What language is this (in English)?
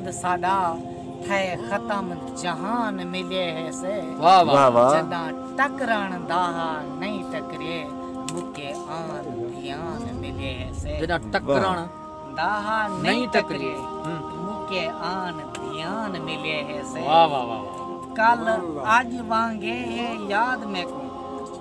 Saraiki